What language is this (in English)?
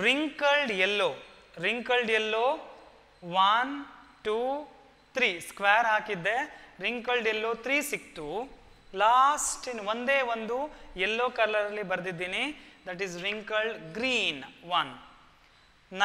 Kannada